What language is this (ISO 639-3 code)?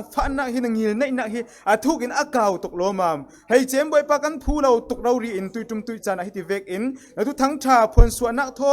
cfm